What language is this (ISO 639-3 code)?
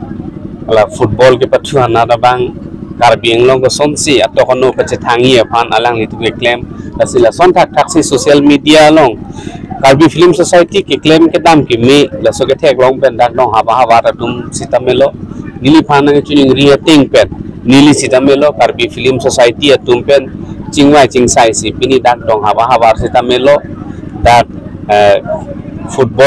mjw